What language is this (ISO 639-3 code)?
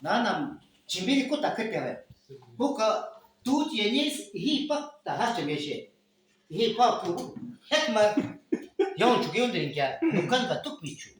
jiv